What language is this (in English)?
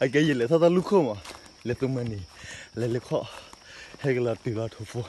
S'gaw Karen